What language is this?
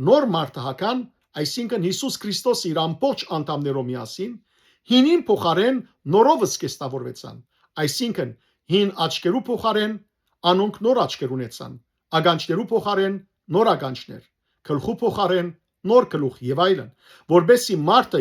Western Armenian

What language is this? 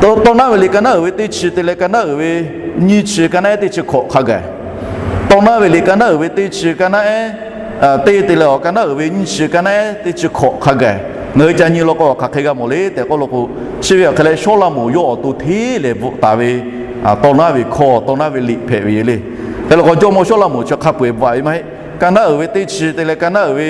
Lahu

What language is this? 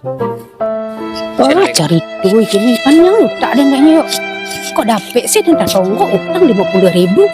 Minangkabau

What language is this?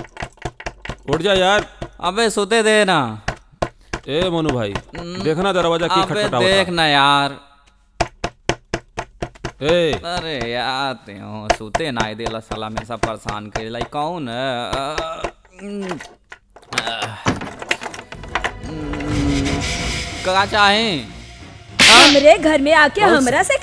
Bhojpuri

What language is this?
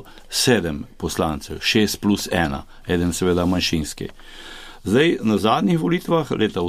Slovenian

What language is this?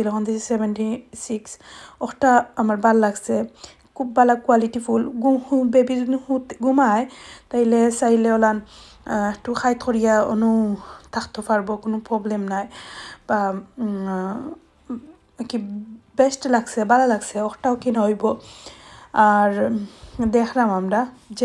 Sylheti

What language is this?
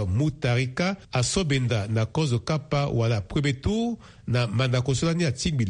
Sango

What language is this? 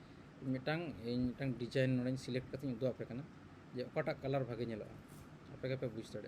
Santali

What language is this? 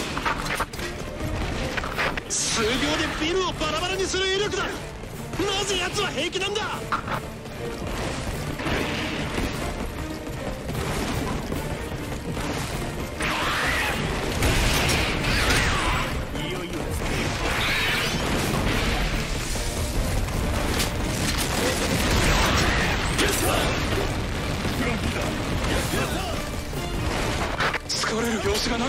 Japanese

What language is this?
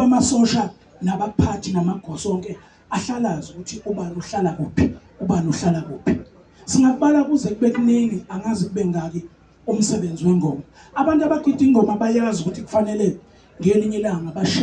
Zulu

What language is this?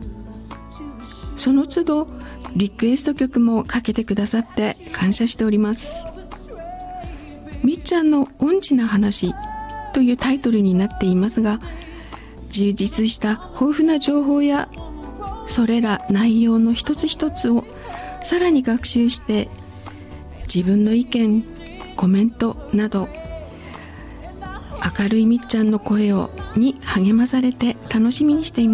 Japanese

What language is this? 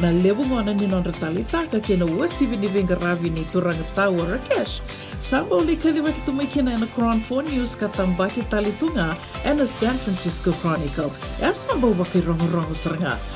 Fijian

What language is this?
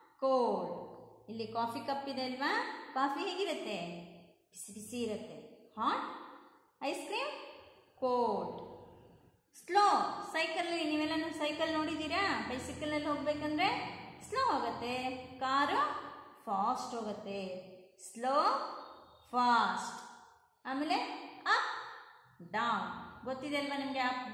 Kannada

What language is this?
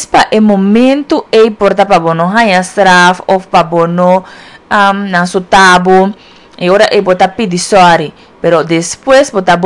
Papiamento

